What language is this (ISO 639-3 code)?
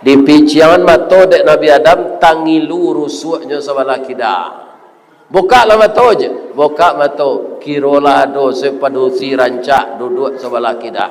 min